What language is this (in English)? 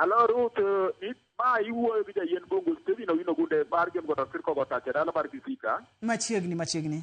Luo (Kenya and Tanzania)